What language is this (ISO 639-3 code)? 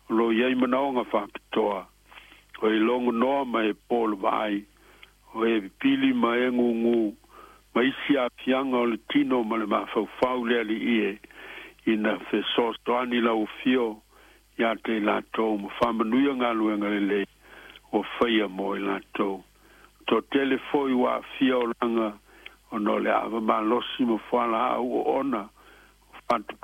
smo